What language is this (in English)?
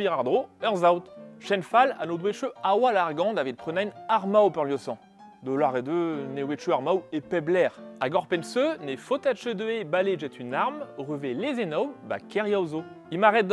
Breton